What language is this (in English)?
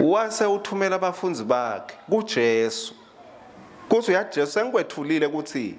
Swati